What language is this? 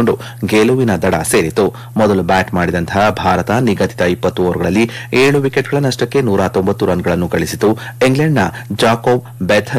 Kannada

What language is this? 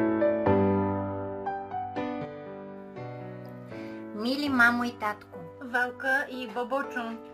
Bulgarian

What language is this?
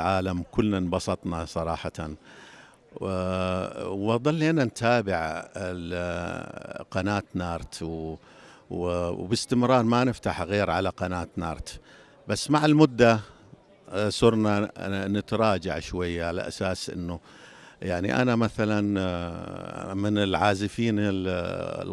North Levantine Arabic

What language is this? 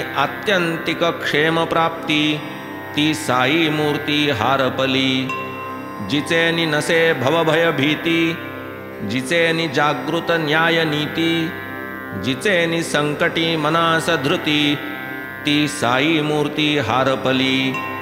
Marathi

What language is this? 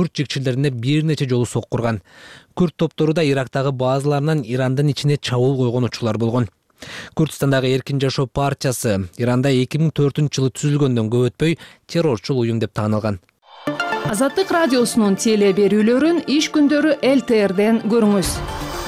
Kyrgyz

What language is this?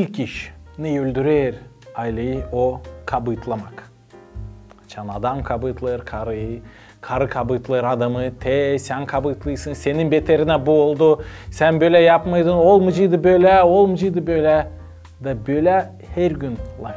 Gagauz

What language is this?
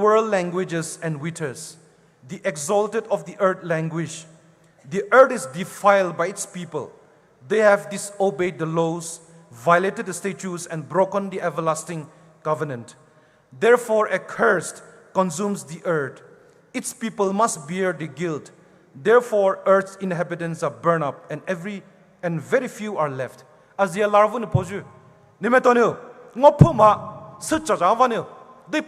Poumei Naga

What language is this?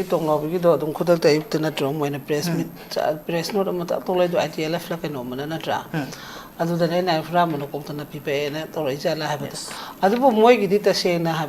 Manipuri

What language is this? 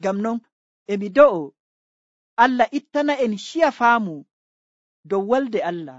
Nigerian Fulfulde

